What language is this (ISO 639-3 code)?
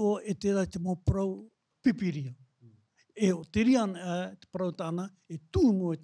tah